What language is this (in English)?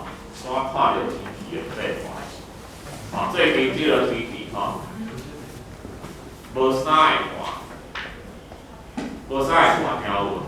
Min Nan Chinese